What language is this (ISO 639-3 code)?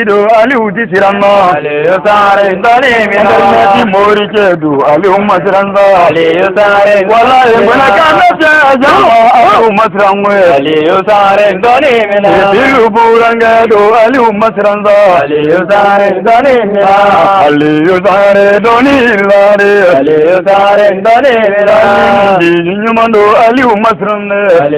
bam